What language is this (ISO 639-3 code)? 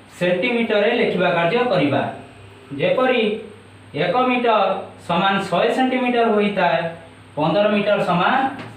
ori